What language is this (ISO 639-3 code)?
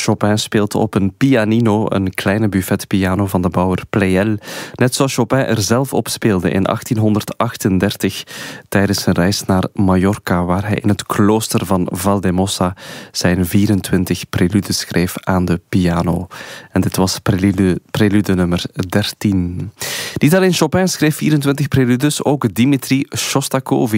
nld